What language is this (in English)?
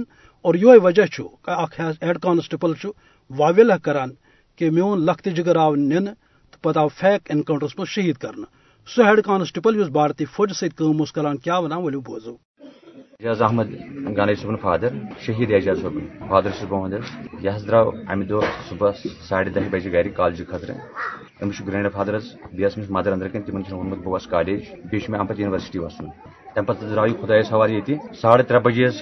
Kashmiri